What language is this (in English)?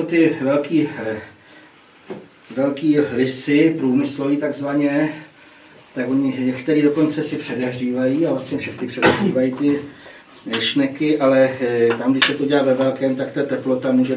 Czech